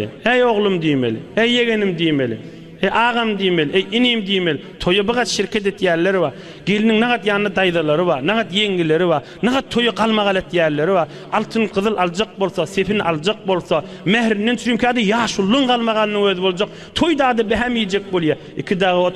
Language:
Turkmen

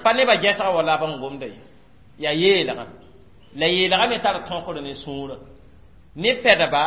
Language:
Mossi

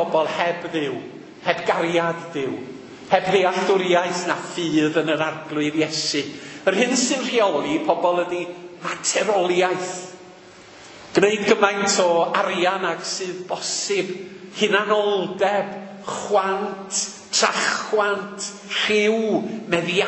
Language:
Welsh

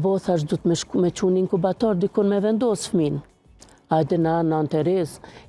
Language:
Albanian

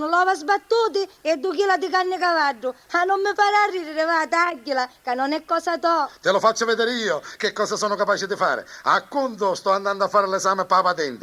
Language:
Sicilian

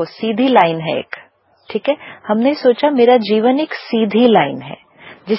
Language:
Hindi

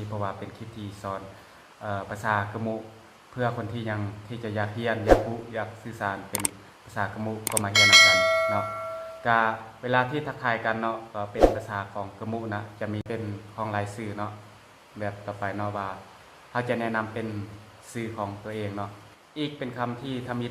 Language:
Lao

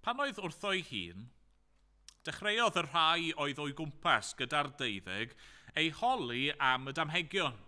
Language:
Welsh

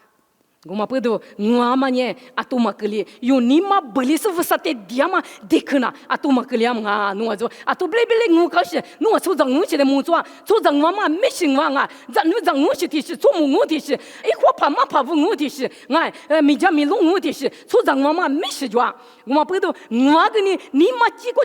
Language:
Lisu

